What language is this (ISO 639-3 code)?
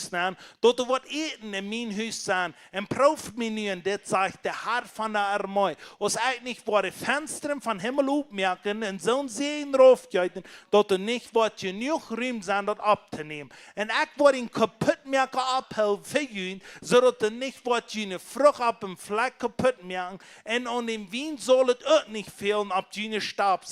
pdt